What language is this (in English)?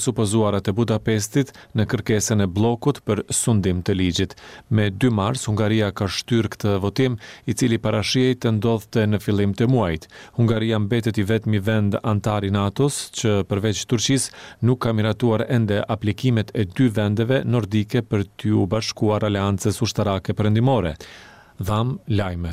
Albanian